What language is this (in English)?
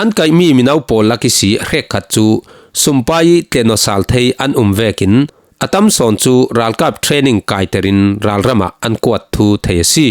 Falam Chin